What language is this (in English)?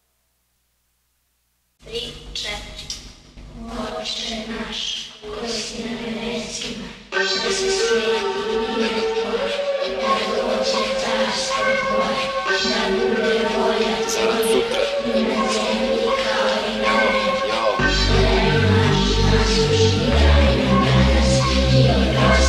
Serbian